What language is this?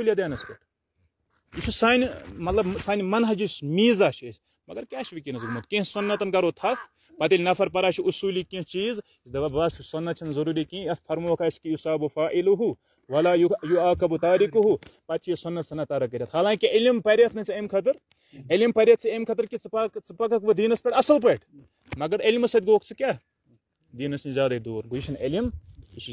Kashmiri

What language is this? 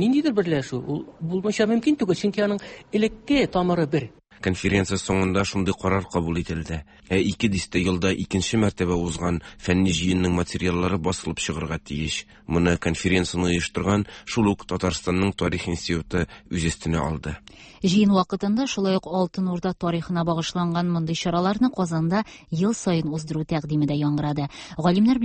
Tatar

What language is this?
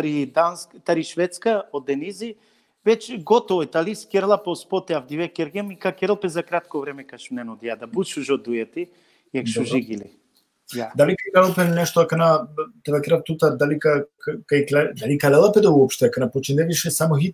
Balkan Romani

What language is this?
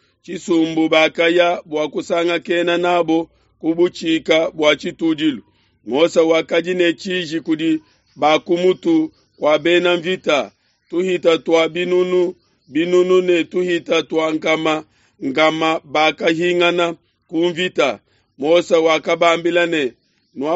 Luba-Lulua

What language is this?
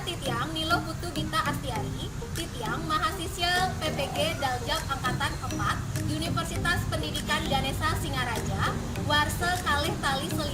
Balinese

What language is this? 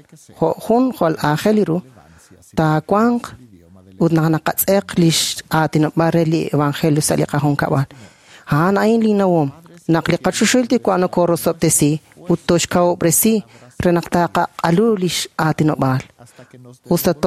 Kekchí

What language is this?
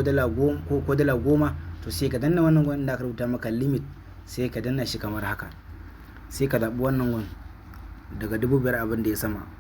Hausa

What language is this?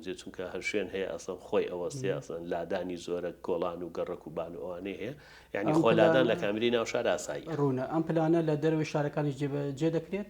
Central Kurdish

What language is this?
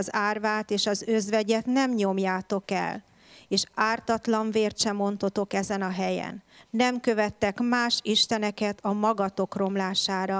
Hungarian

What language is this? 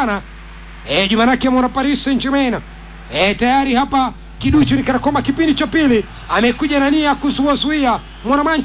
Swahili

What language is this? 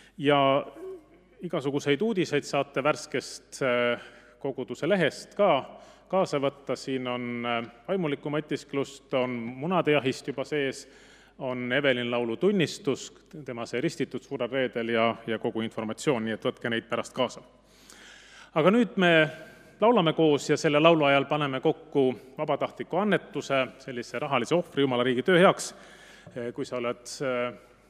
Estonian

